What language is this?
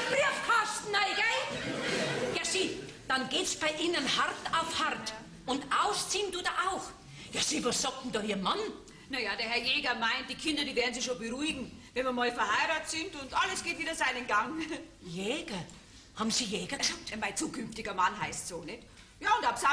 Bavarian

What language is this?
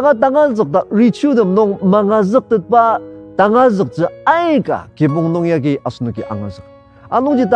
Ao Naga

